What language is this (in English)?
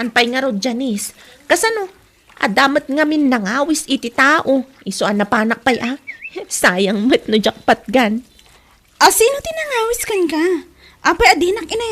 Iloko